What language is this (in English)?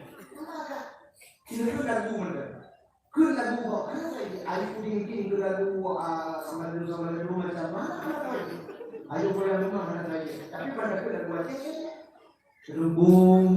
Achinese